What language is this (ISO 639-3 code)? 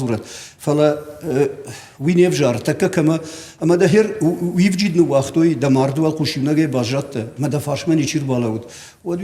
oss